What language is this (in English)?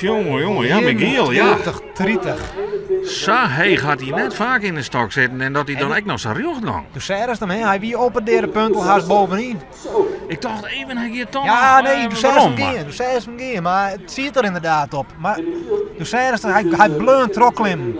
Western Frisian